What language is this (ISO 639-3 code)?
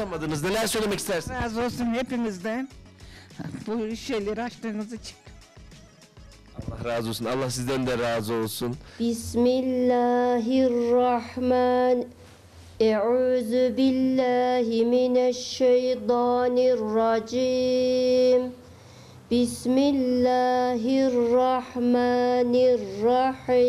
tur